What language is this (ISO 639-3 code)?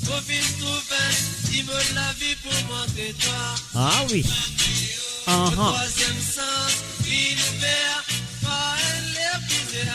mfe